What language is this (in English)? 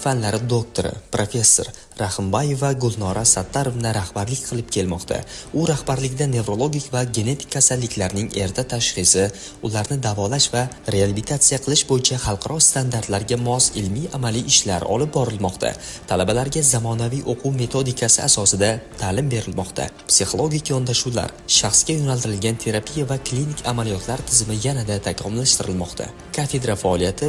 Uzbek